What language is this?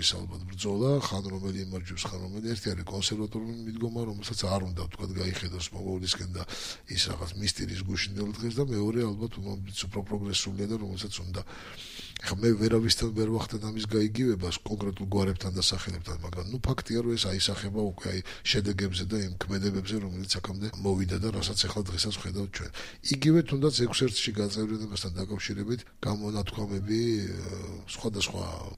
Georgian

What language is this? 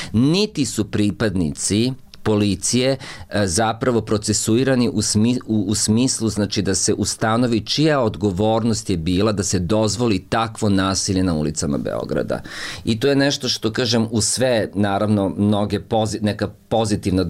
Serbian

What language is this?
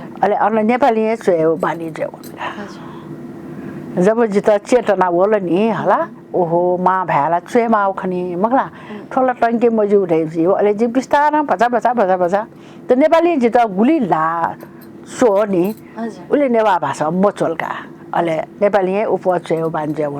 Newari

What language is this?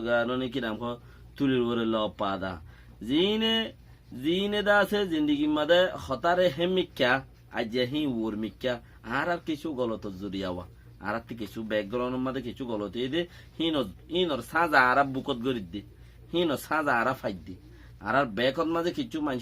Rohingya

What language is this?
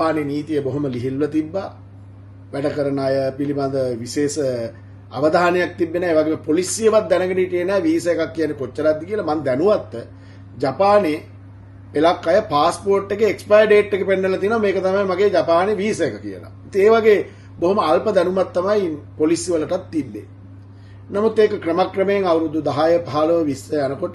Sinhala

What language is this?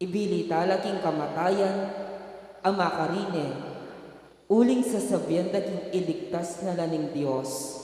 Pampanga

